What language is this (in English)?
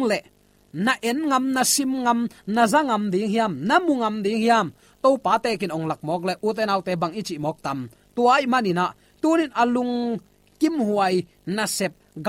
Tedim Chin